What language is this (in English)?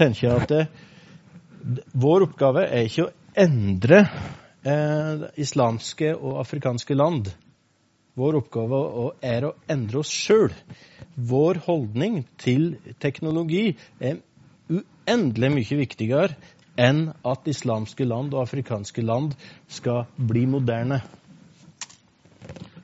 Norwegian